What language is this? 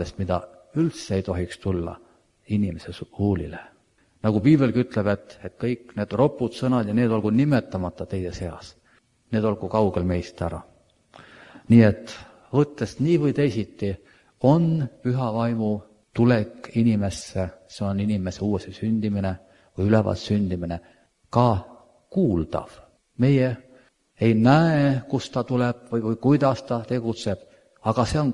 Estonian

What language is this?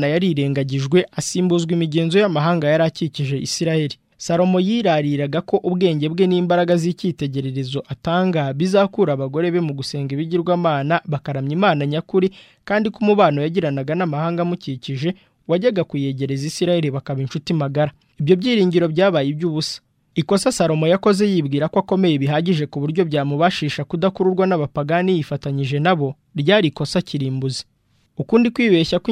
Kinyarwanda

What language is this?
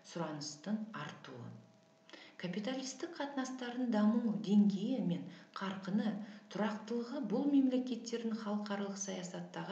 Kazakh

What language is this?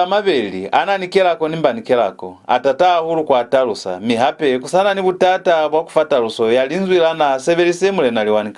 Lozi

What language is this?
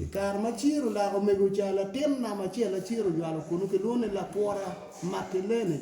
Acoli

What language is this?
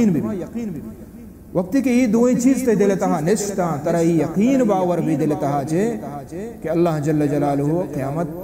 Baluchi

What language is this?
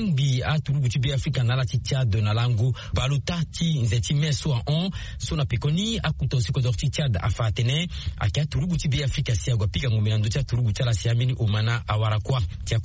Sango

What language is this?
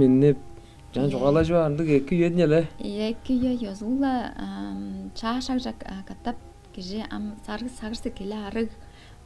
Tuvinian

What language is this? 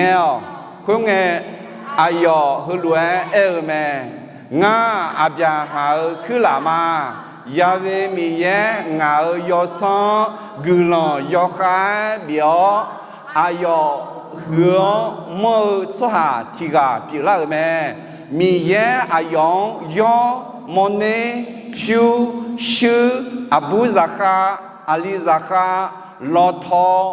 Akha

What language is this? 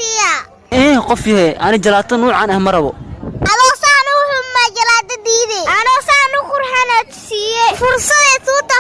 Somali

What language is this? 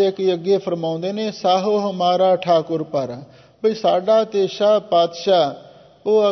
Punjabi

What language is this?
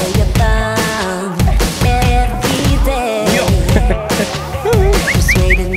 Swiss German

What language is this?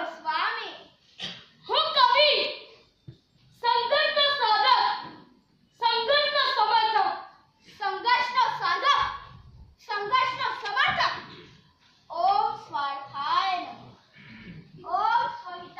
Gujarati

